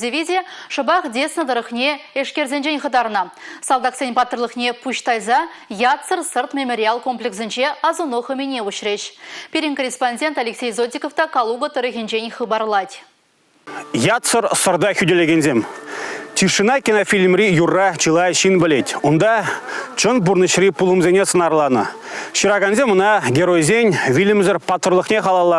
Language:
Chuvash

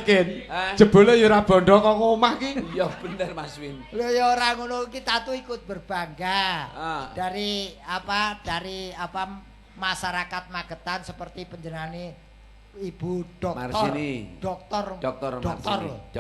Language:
Javanese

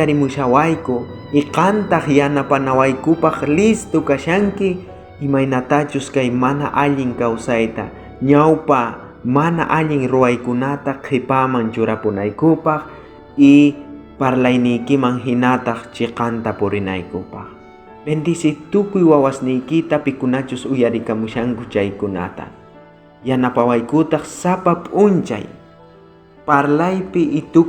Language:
South Bolivian Quechua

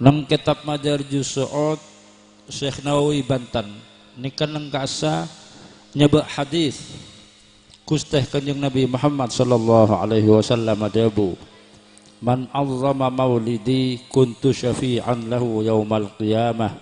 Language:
Madurese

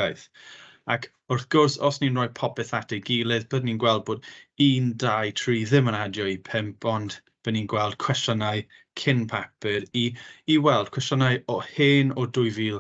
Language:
Welsh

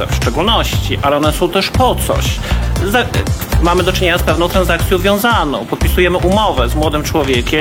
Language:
Polish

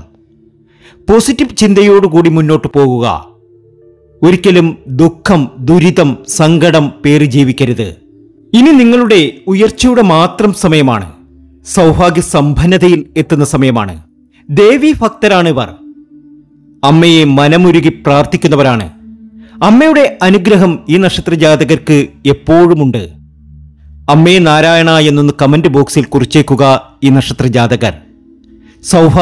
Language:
Malayalam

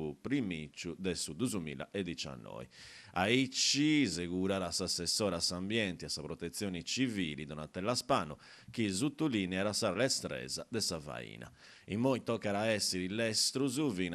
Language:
Sardinian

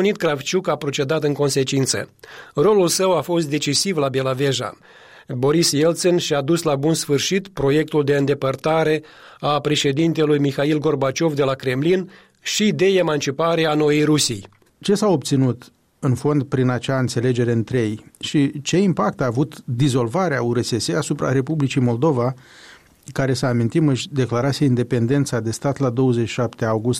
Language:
Romanian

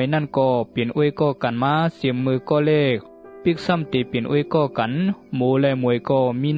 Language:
Shan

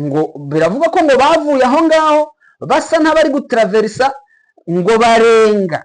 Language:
Kinyarwanda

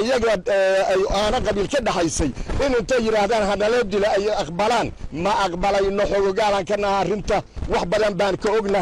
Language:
Somali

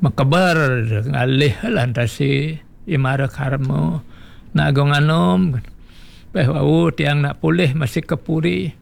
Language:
Balinese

